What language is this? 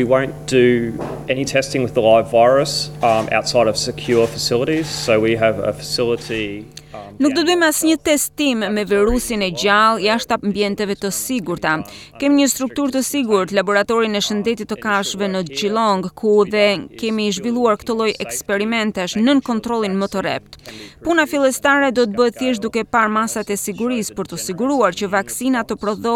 Albanian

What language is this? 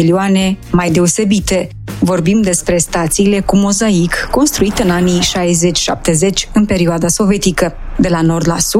Romanian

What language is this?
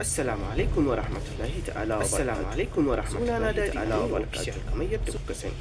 Hausa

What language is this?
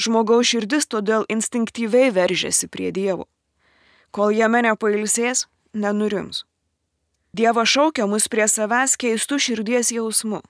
Lithuanian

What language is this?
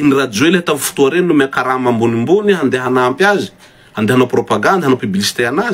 Malagasy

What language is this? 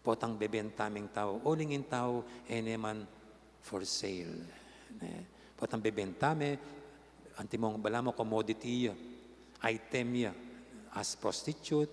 Pampanga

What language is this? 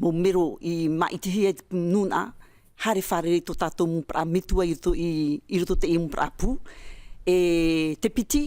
Tahitian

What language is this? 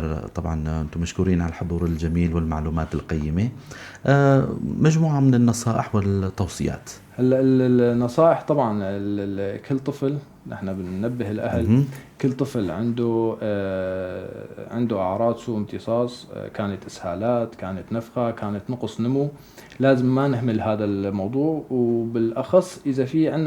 North Levantine Arabic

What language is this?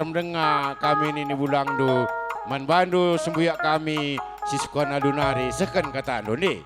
Batak Karo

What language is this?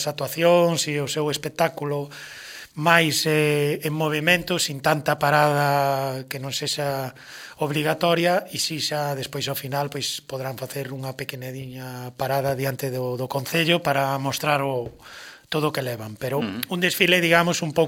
Galician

